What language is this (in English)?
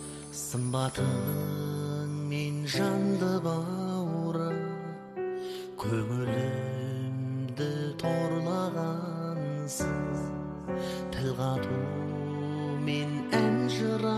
Kazakh